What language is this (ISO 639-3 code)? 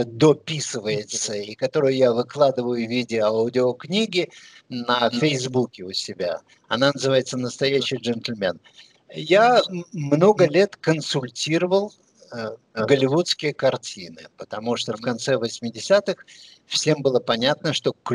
rus